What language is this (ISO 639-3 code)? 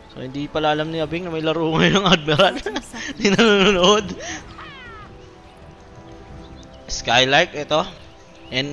fil